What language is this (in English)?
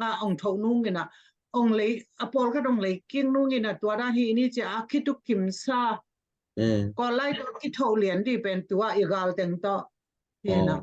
Tedim Chin